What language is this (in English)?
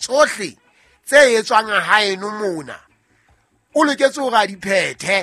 Southern Sotho